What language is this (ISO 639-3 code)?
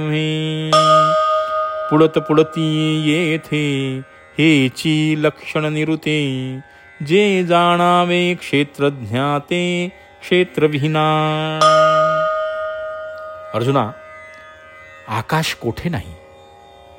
mar